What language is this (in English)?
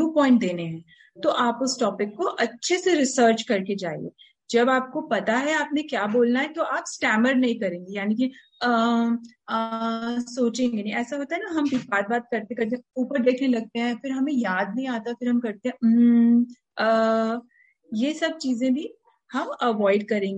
Hindi